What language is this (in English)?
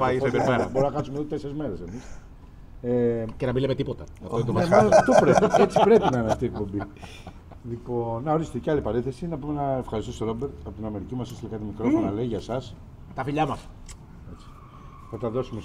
Greek